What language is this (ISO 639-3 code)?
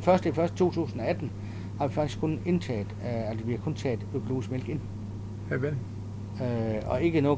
dan